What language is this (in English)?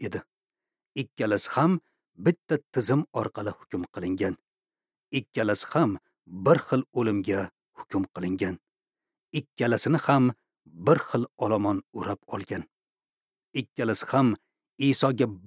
Uzbek